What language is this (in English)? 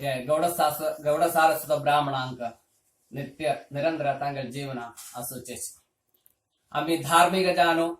Konkani